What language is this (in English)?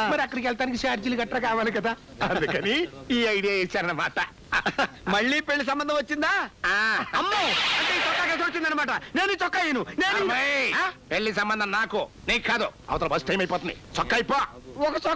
Telugu